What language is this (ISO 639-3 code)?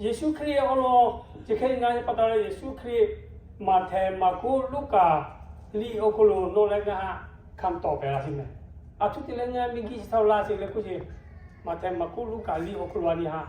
lhu